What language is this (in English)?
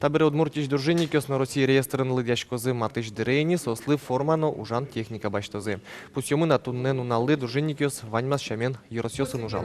Udmurt